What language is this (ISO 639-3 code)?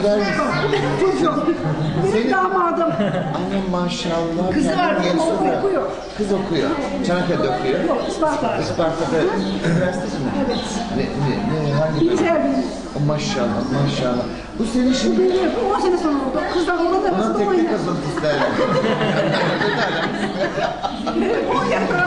tur